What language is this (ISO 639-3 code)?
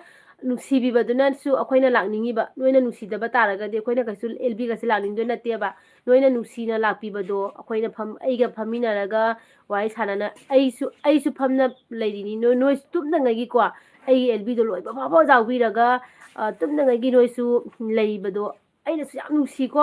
mni